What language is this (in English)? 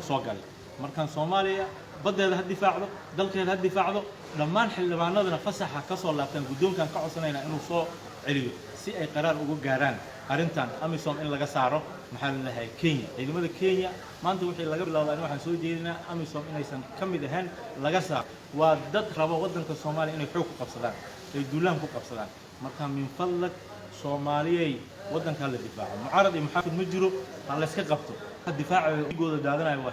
Somali